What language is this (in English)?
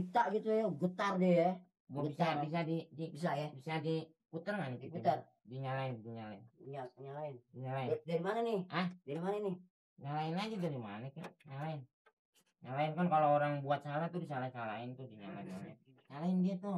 Betawi